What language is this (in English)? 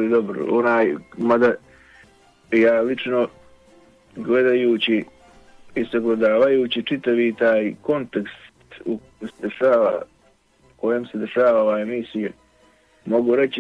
Bosnian